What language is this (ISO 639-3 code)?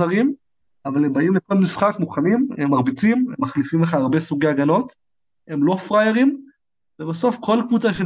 heb